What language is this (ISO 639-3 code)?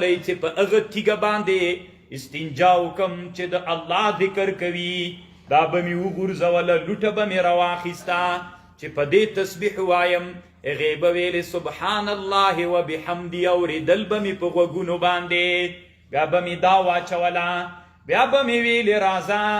pus